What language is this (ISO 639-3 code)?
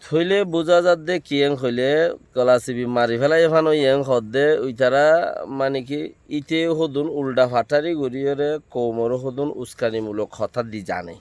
rhg